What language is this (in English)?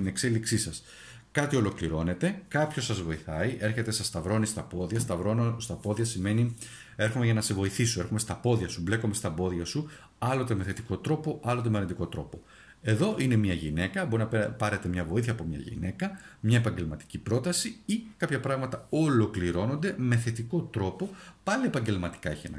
Greek